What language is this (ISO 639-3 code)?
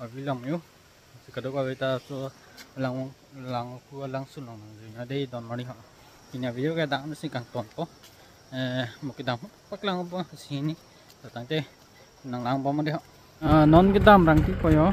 mjw